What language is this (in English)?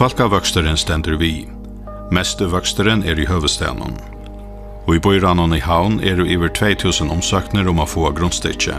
Faroese